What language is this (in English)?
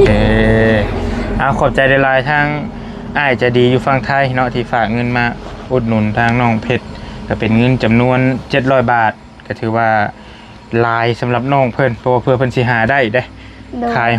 Northeastern Thai